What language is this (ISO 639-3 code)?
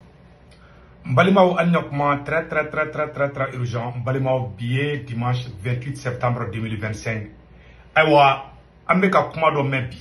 bam